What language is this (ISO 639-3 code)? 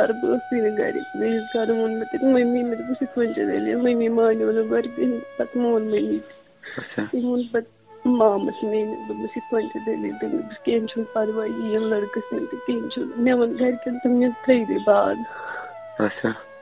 kas